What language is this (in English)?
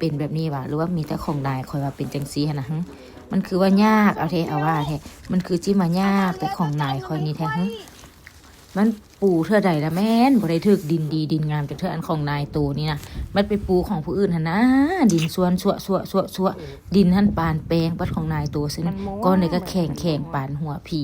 Lao